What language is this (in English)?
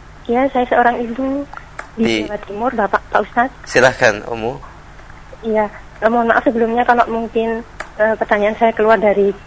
Indonesian